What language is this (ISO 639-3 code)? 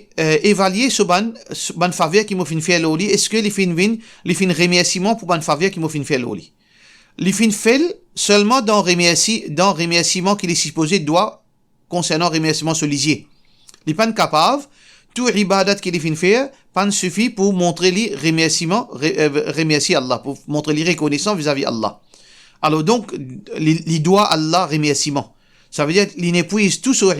mfe